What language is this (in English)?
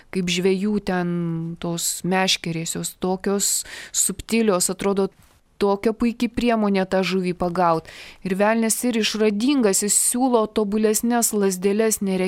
Lithuanian